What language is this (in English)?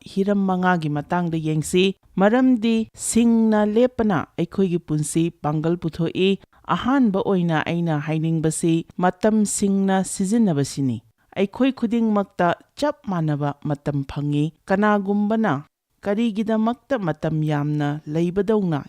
Manipuri